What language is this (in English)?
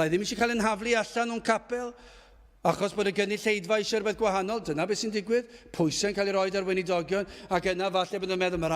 Welsh